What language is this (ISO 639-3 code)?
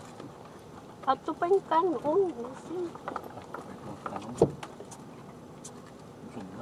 fil